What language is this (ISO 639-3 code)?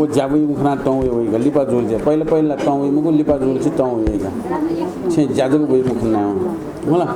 new